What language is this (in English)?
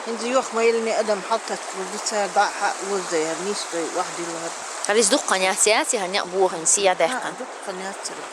Chechen